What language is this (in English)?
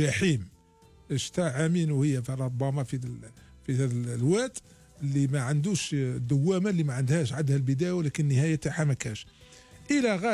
Algerian Arabic